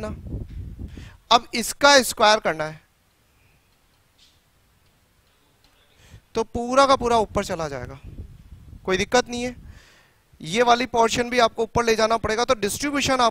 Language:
Hindi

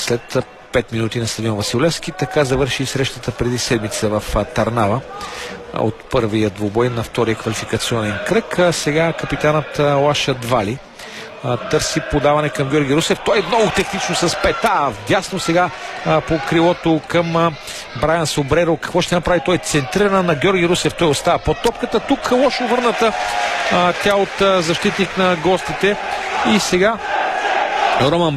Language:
Bulgarian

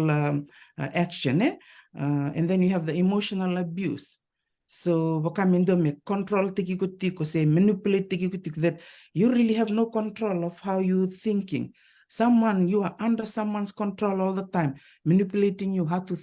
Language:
Fijian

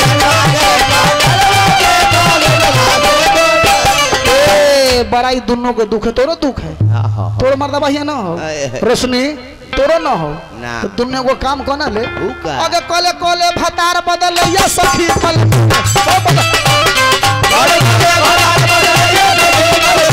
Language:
Bhojpuri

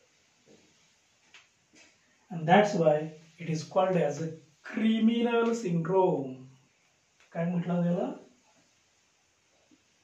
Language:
Marathi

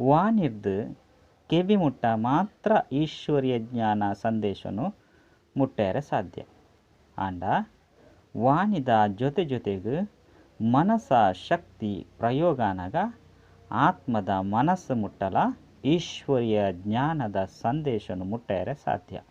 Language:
Tulu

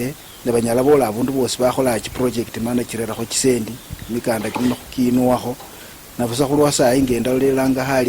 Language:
Luyia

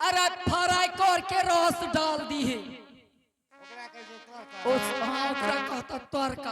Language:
Angika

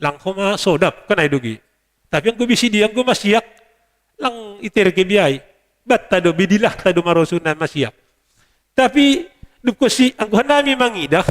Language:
Batak Simalungun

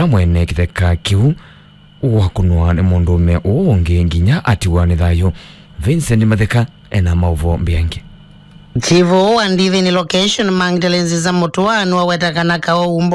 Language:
Kamba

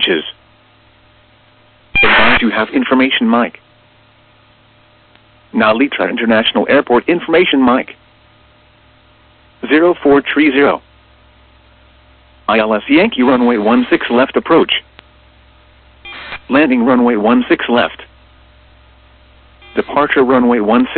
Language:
English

